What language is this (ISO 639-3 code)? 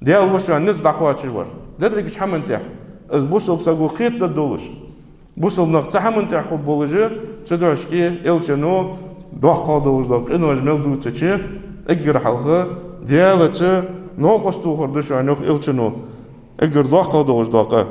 inh